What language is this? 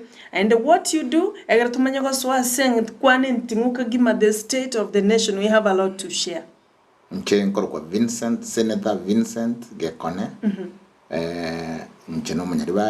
Gusii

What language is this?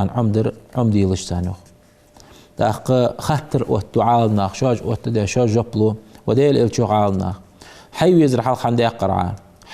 Ingush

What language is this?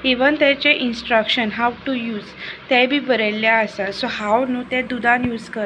Konkani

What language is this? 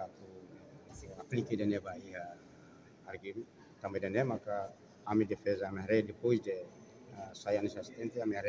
Tetum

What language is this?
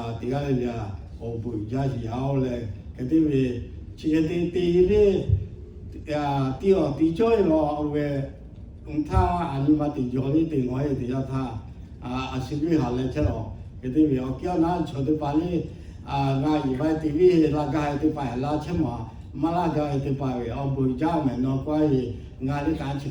Lahu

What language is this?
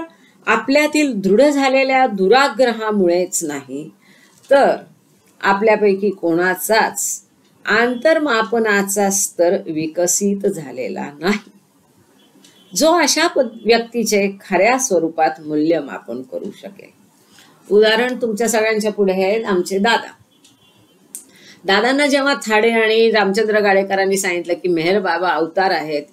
Marathi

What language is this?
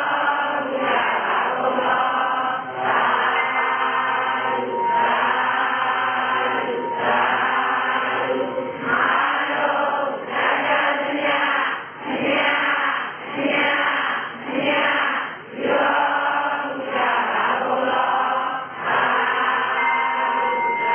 Burmese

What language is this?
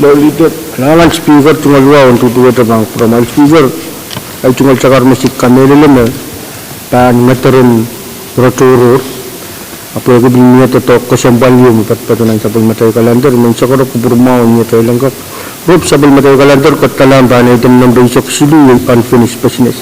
Pohnpeian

